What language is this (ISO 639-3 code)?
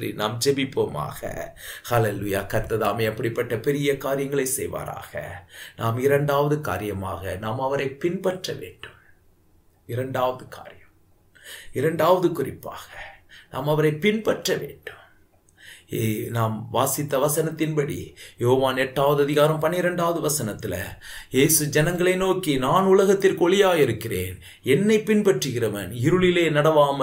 tam